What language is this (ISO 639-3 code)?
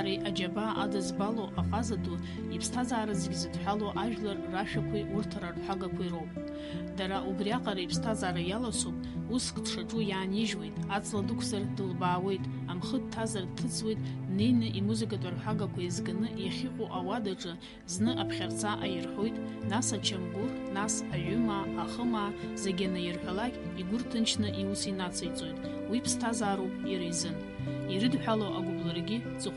abk